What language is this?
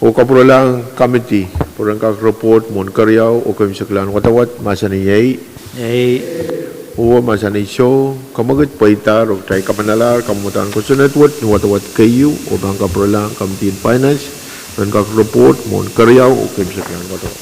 Pohnpeian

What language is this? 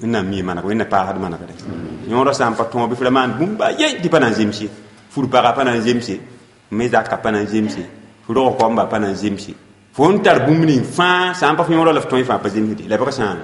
Mossi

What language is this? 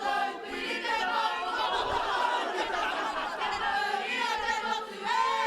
Māori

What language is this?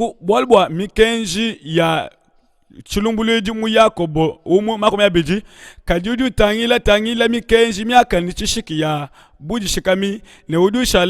Luba-Lulua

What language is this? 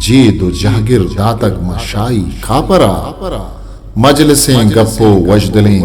Eastern Balochi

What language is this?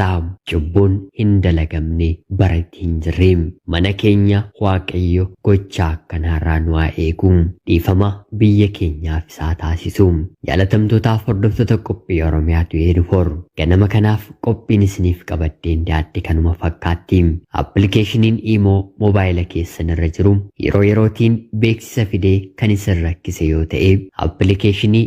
Oromo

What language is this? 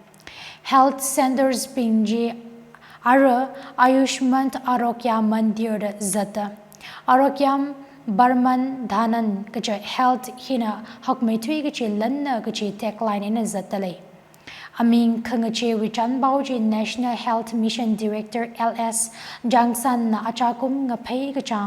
Tangkhul Naga (India)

